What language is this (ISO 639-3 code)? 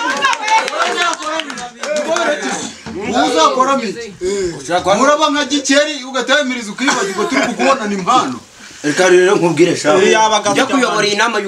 kin